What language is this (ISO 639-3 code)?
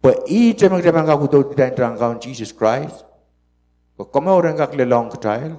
pon